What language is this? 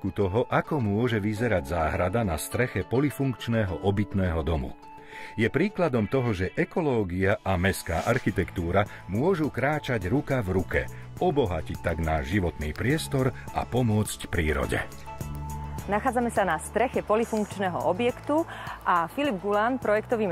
Slovak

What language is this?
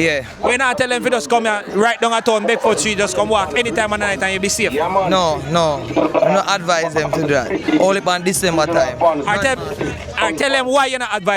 Jamaican Creole English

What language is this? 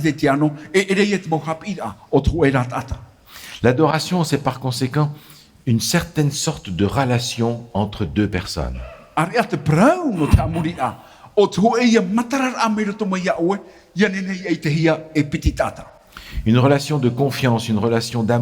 Tahitian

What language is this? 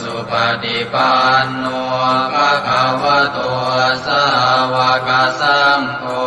Pali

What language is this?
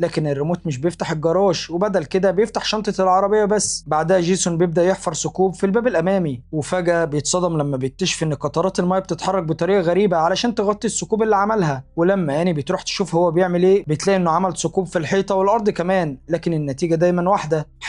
Egyptian Arabic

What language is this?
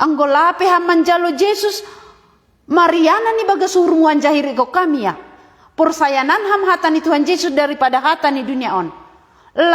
Batak Simalungun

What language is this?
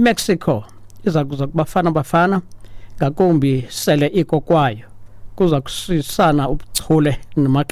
Xhosa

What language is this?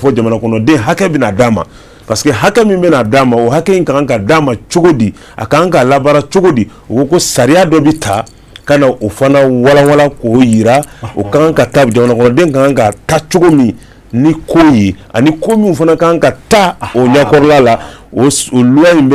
Bambara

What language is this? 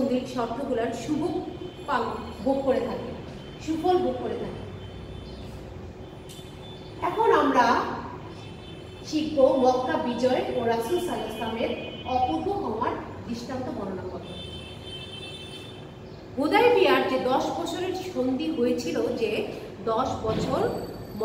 Bangla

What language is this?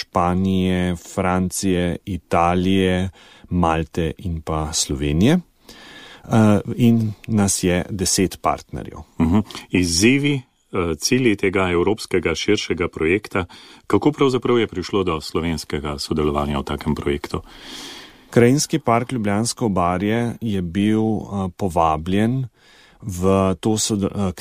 Slovenian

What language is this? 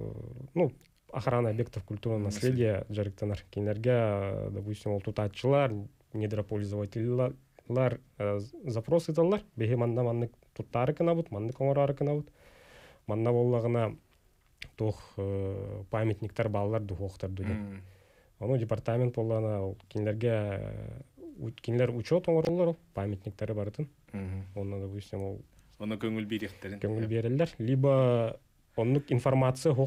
Yakut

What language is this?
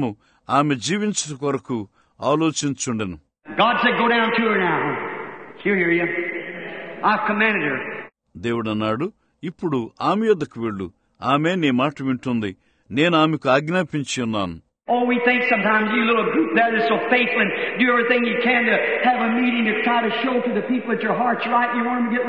Telugu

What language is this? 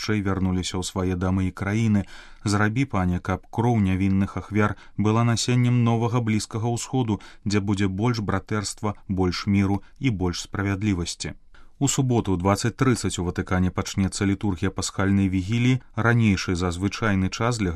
Belarusian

